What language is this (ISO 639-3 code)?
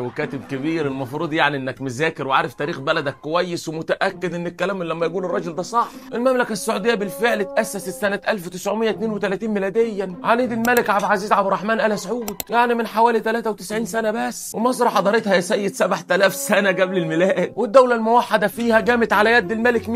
arz